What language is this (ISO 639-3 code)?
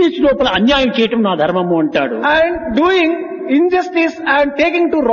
tel